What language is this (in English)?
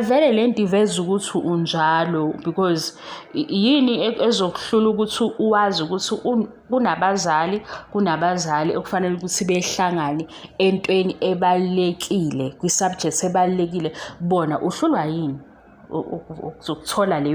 Zulu